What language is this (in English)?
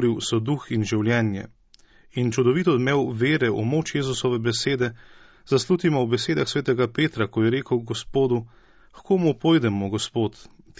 Slovenian